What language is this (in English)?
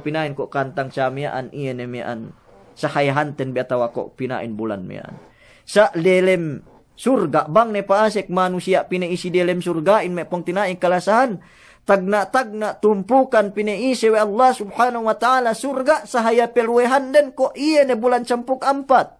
Yakan